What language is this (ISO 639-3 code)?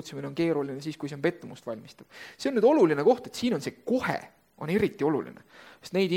est